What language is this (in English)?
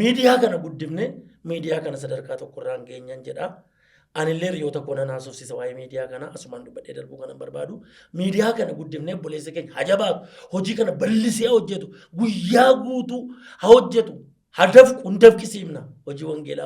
Oromo